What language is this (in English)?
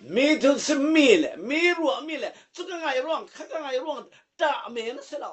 Falam Chin